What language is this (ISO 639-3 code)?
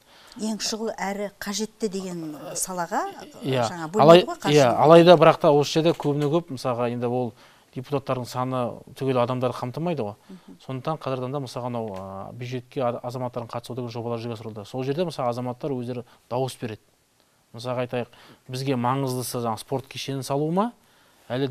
kaz